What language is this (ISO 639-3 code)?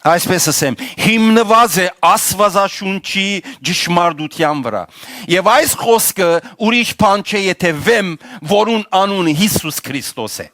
hyw